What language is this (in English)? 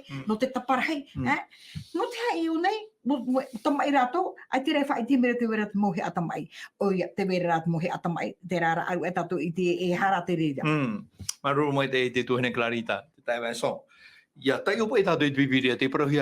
Tahitian